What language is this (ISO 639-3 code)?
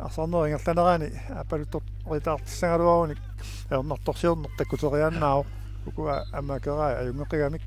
kal